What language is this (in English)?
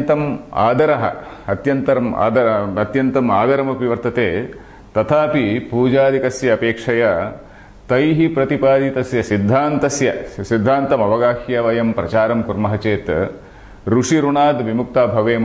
Sanskrit